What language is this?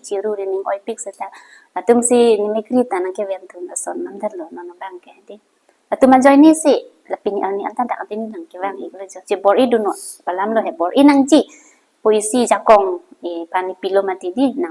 Karbi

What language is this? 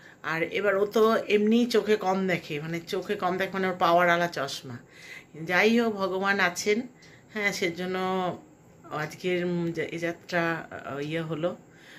Bangla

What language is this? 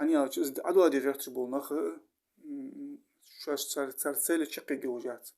Ingush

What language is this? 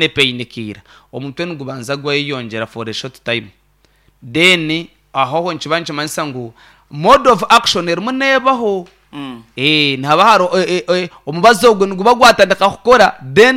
Nyankole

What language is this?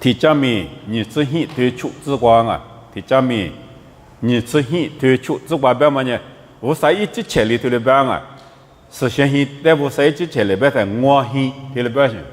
Lisu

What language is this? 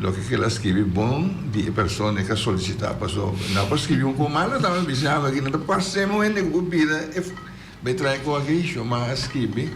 Papiamento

